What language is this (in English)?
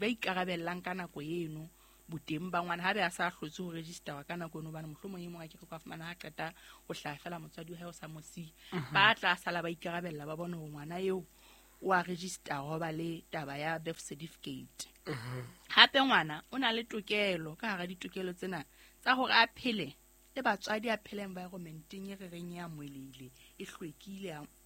Southern Sotho